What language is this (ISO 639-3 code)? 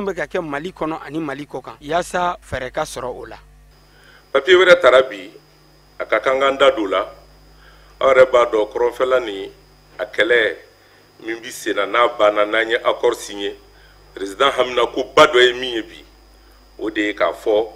bam